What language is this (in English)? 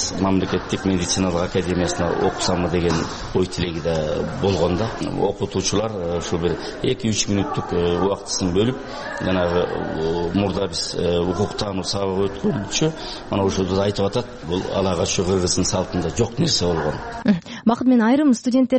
Kyrgyz